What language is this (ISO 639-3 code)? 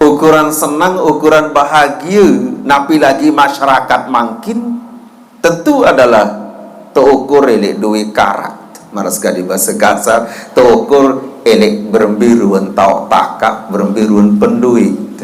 sas